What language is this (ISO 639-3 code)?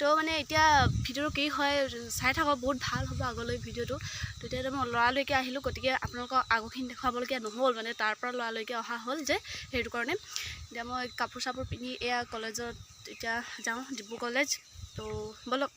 asm